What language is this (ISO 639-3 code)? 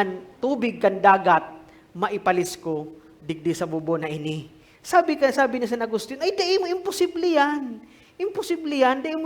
bik